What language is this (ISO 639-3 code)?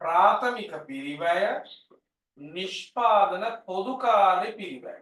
sin